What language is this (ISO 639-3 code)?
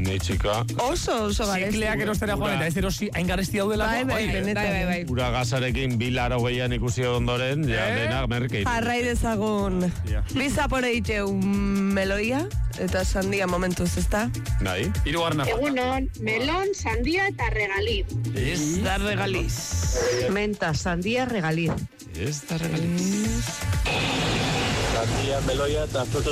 eus